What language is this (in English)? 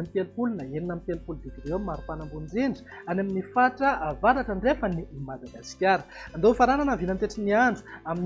Malagasy